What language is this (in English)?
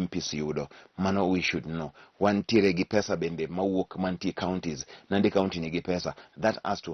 Luo (Kenya and Tanzania)